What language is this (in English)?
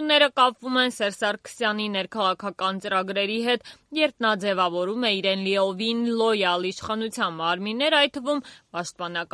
Armenian